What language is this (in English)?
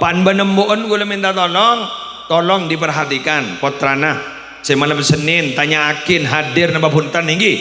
Madurese